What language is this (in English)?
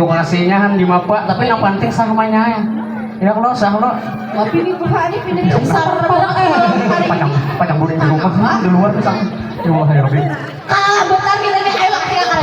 Banjar